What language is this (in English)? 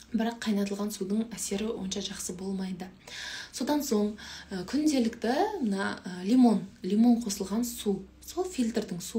Kazakh